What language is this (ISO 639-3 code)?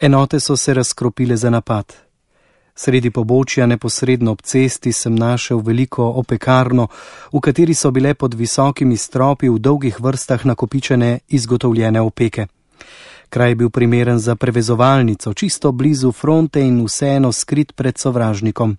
slv